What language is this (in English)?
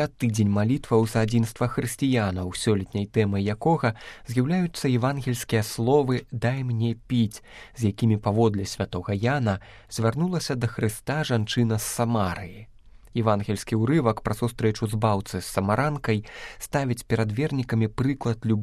Belarusian